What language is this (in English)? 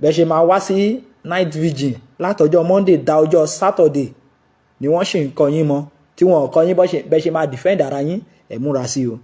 Yoruba